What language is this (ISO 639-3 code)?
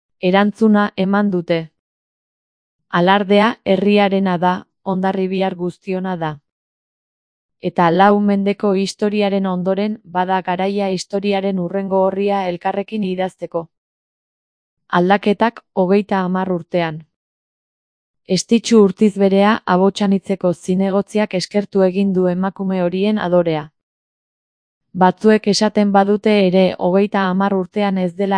eus